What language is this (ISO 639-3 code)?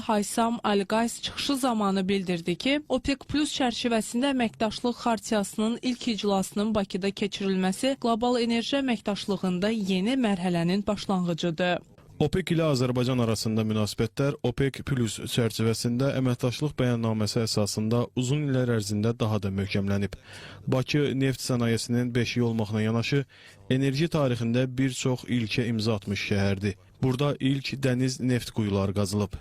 aze